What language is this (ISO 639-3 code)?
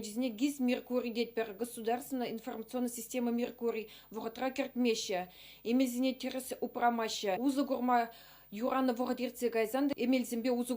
chv